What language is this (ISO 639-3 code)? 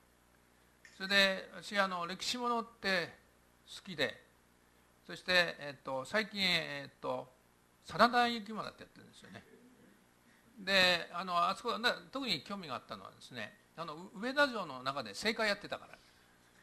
jpn